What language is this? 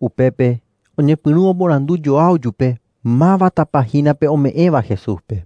Guarani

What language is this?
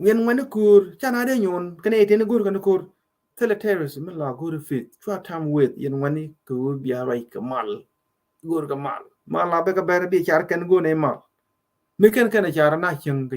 Nuer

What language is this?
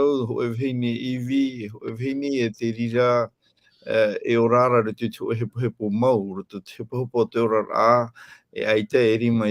Tahitian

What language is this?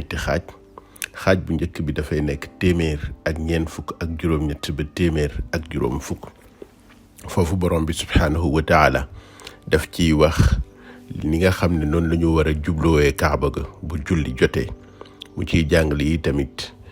Wolof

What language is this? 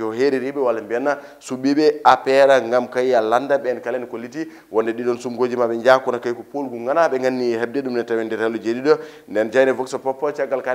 Fula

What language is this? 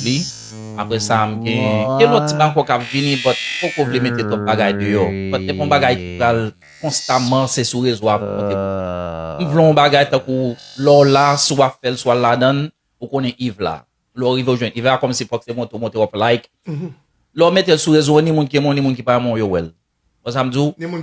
Haitian Creole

